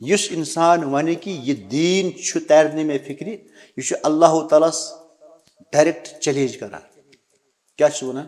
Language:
Kashmiri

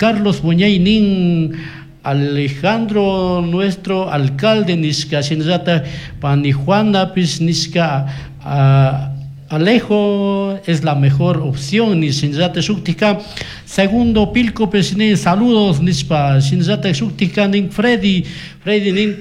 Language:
Chimborazo Highland Quichua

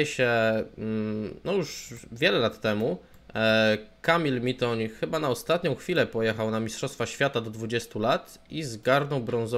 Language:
Polish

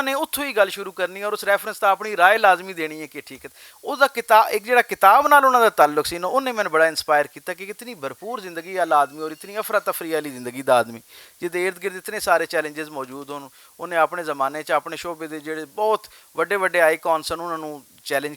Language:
Western Panjabi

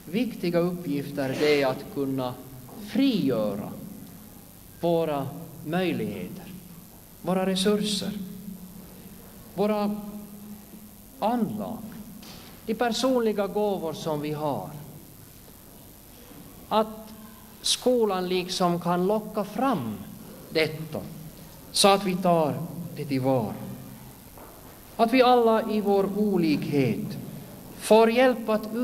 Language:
Swedish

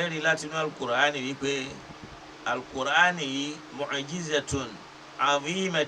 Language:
Yoruba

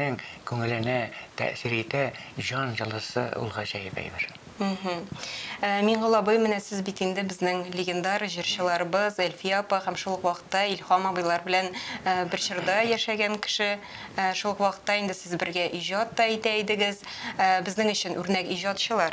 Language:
Tatar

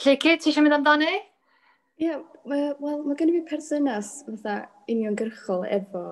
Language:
Welsh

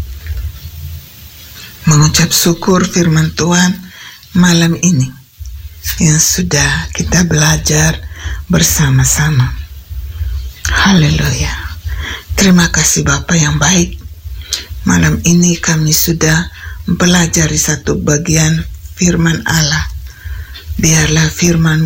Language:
Indonesian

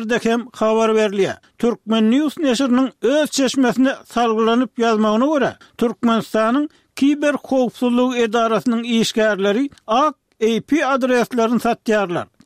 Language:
Turkmen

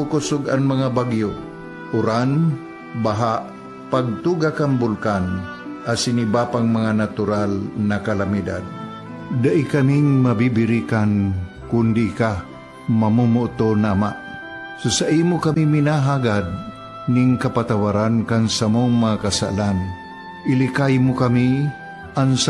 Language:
Bikol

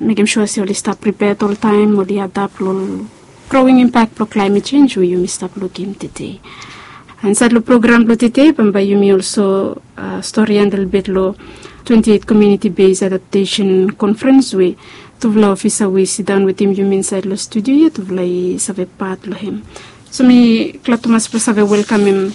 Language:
Bislama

